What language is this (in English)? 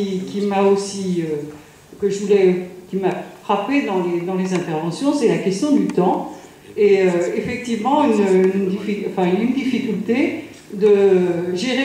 French